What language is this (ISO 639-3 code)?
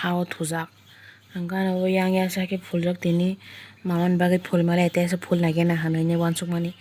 trp